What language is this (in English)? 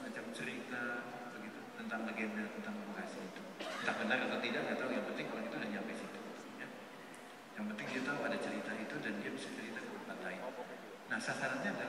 Indonesian